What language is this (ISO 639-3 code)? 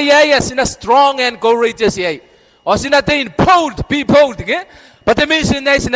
gil